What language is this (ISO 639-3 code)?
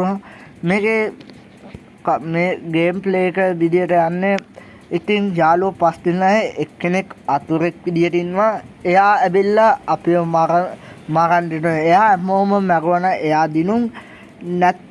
sin